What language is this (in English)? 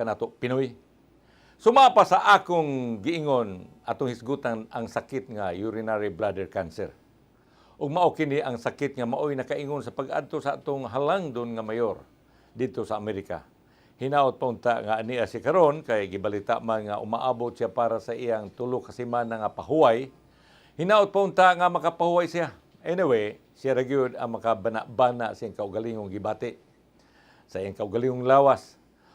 Cebuano